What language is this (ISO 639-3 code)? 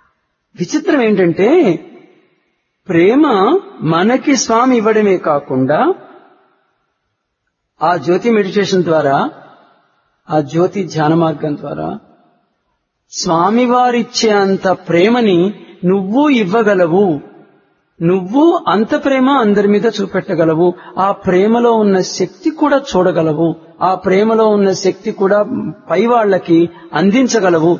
tel